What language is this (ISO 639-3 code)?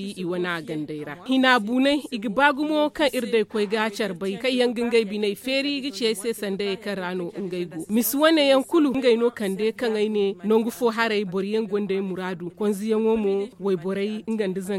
dje